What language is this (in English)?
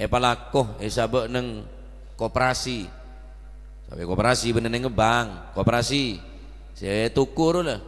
Madurese